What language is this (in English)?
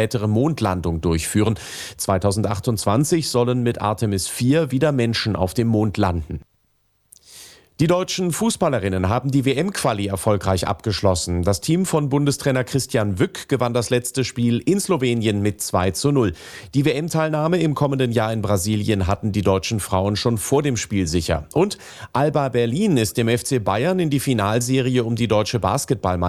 German